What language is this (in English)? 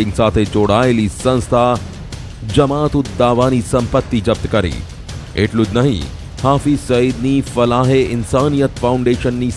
Gujarati